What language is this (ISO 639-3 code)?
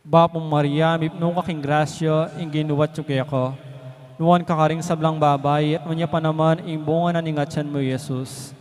pam